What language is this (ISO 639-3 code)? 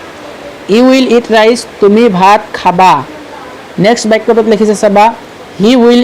asm